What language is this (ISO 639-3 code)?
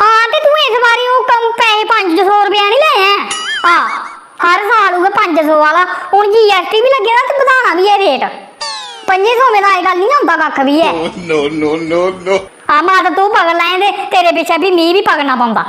doi